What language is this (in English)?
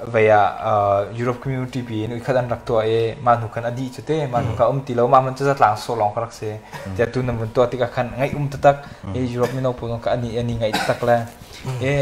Hakha Chin